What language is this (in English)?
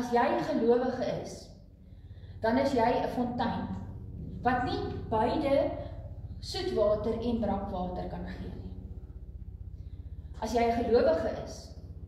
Afrikaans